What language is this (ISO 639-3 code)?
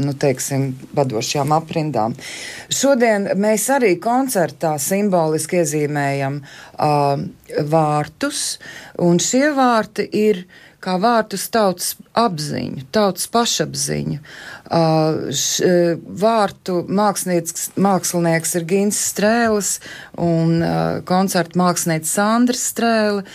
lav